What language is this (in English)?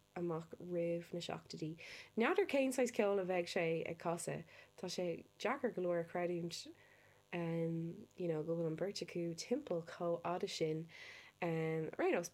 Irish